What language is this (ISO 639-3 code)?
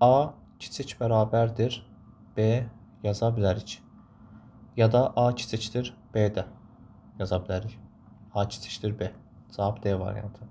aze